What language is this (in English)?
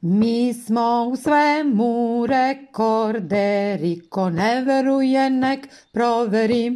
Serbian